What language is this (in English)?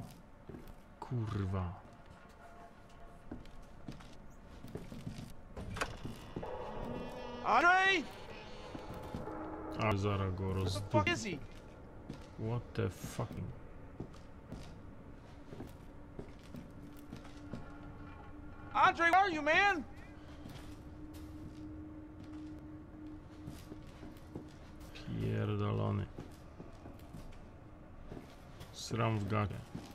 Polish